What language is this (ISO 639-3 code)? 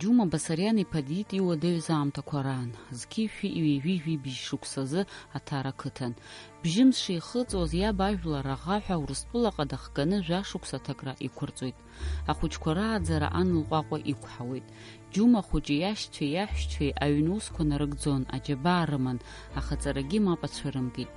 abk